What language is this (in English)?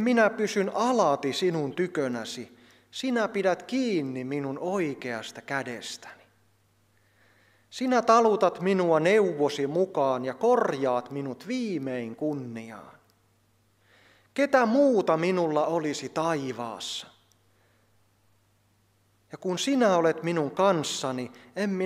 Finnish